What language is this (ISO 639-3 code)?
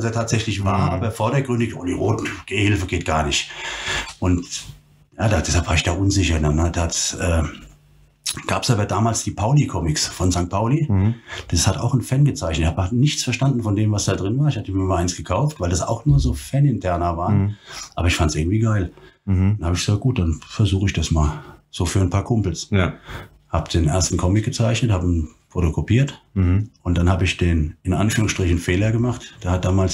deu